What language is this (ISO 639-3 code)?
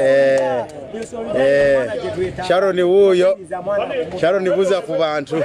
lug